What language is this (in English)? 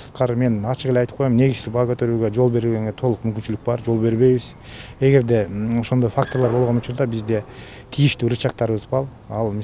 Kyrgyz